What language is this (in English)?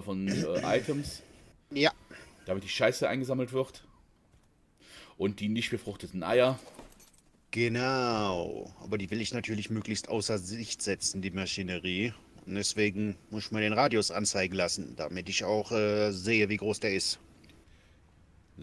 German